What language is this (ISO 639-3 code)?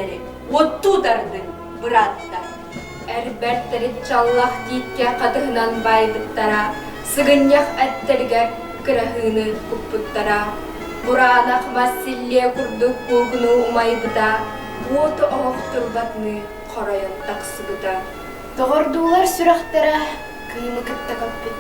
sah